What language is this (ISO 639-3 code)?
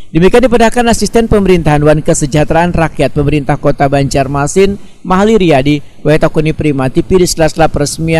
bjn